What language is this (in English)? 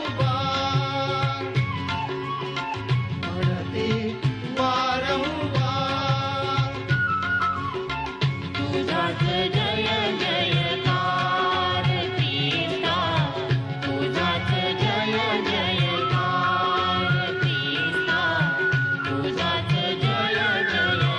Marathi